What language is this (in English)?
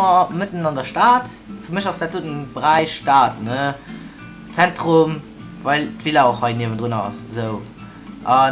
Luxembourgish